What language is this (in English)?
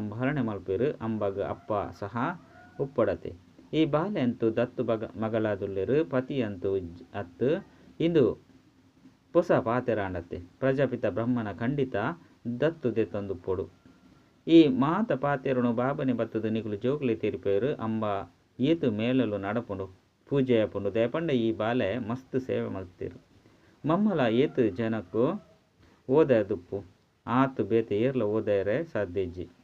Tulu